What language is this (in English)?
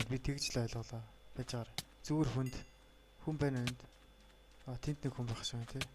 Mongolian